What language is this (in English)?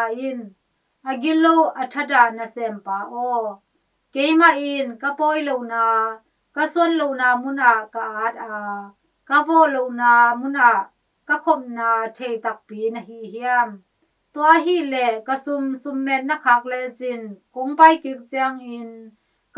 Tedim Chin